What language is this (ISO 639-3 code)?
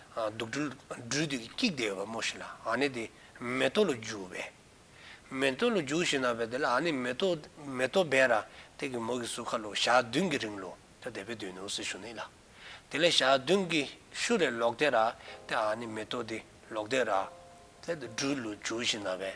dzo